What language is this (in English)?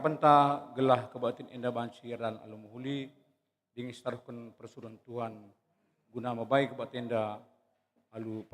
Batak Karo